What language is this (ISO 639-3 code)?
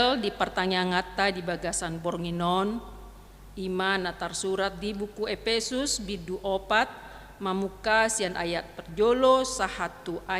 bbc